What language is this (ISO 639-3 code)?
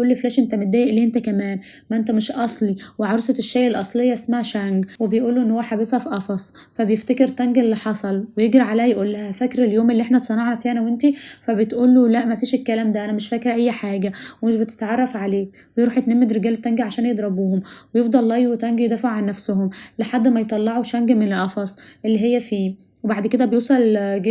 arz